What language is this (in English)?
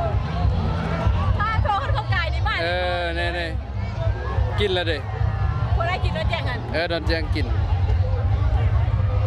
Lao